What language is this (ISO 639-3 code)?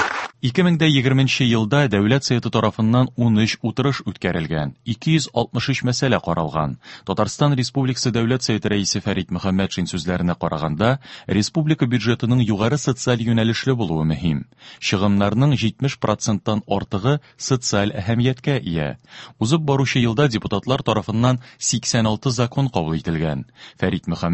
tat